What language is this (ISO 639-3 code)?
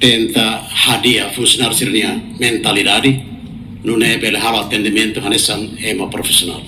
tet